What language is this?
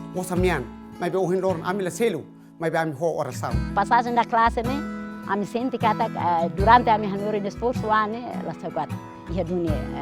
Tetum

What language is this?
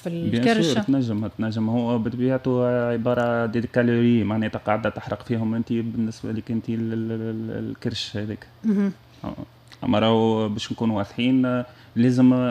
Tunisian Arabic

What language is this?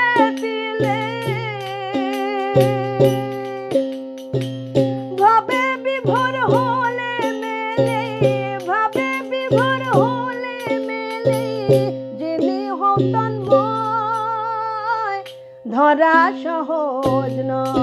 Bangla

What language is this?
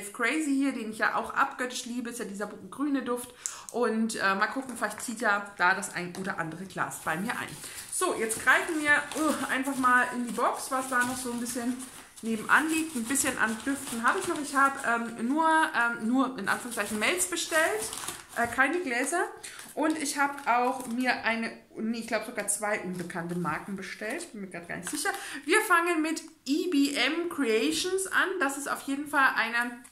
German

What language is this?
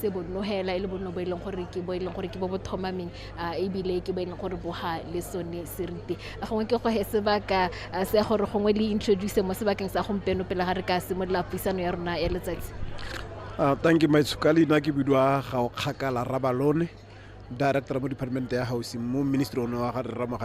Tswana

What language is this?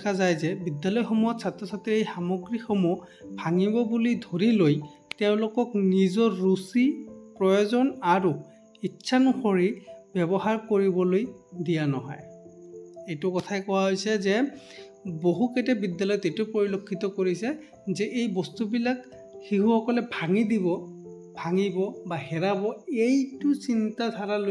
Assamese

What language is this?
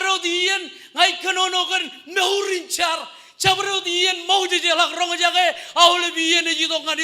Marshallese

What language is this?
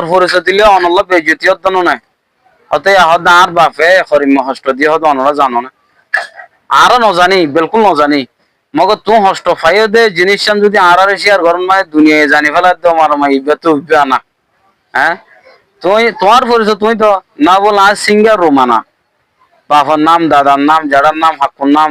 Rohingya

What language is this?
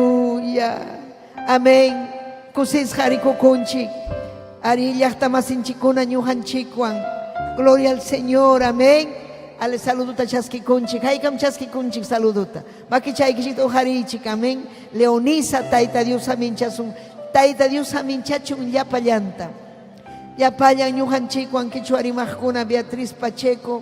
Ayacucho Quechua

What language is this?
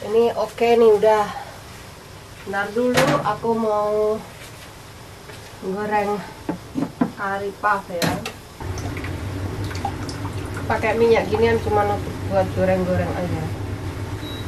Indonesian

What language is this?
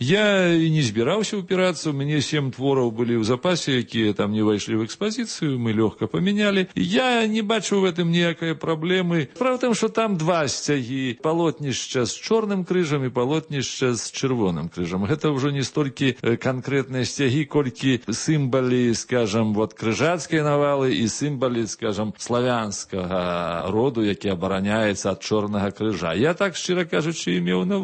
Belarusian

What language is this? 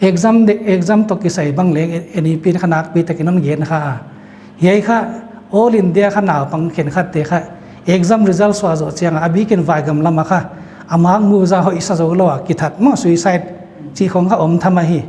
Paite Chin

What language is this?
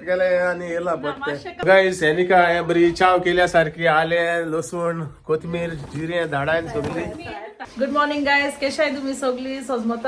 Konkani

